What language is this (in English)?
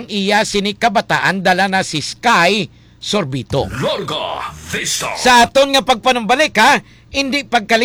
Hiligaynon